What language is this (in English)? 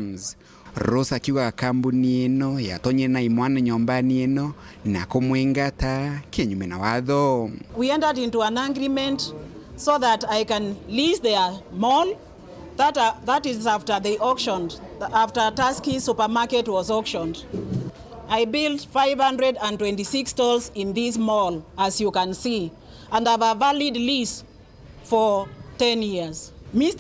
Meru